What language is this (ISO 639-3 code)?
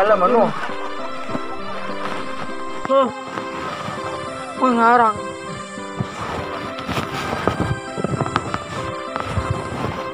min